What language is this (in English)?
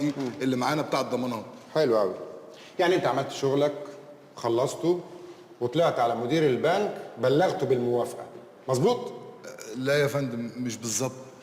Egyptian Arabic